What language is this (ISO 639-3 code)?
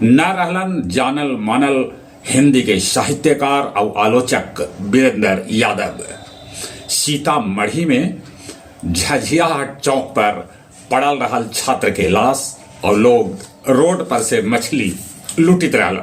mag